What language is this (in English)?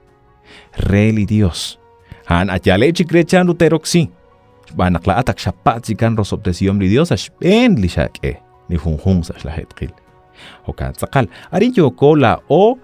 Kekchí